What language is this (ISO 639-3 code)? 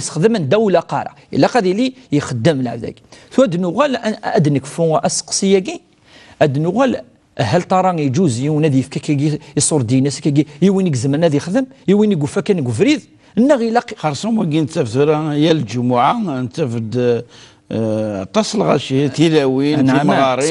kab